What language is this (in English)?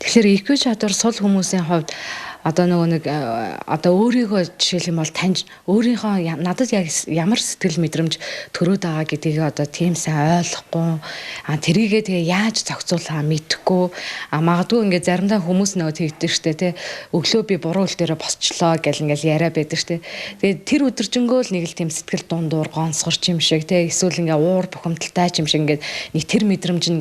Mongolian